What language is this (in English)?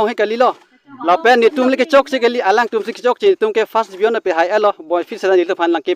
Karbi